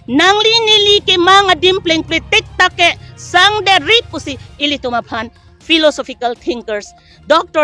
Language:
Karbi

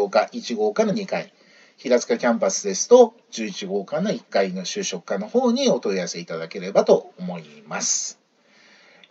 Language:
Japanese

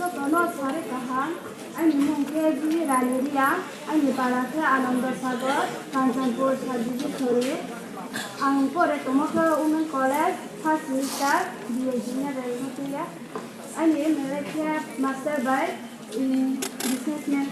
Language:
Riang (India)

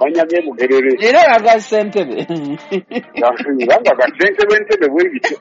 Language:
Ganda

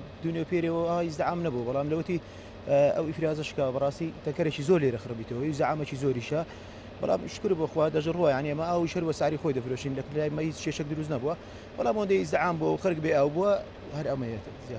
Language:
Central Kurdish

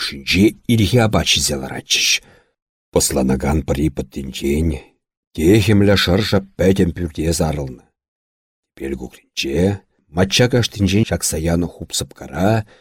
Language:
Chuvash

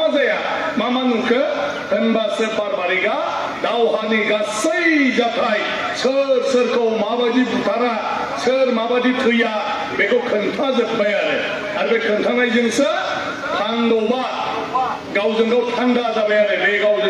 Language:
Bodo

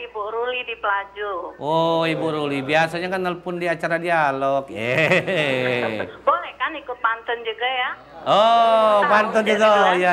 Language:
Musi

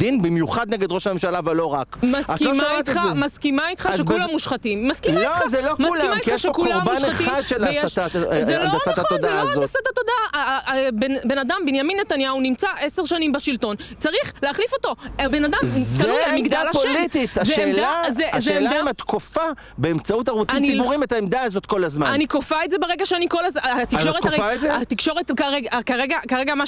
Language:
Hebrew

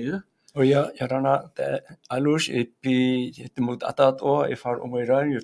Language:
Tahitian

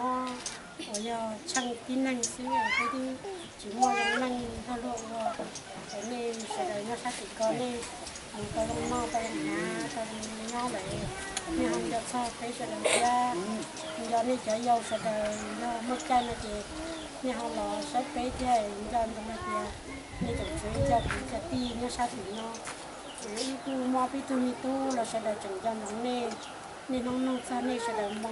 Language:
Hmong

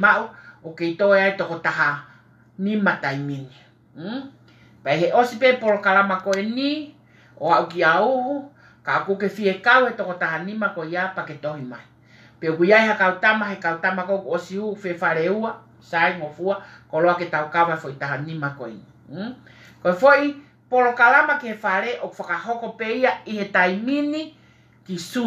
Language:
Tongan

